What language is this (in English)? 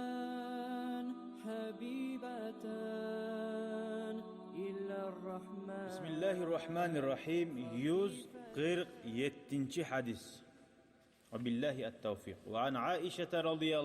Kumyk